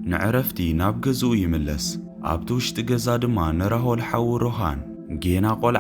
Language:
Tigrinya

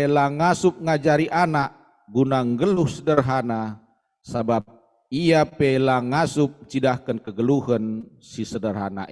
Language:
Batak Karo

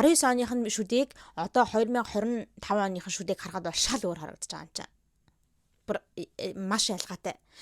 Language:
Mongolian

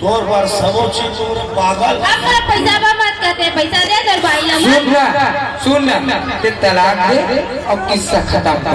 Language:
Chhattisgarhi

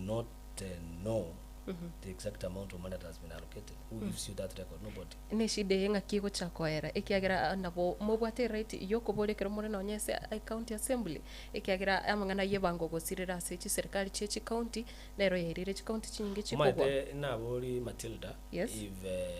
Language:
Gusii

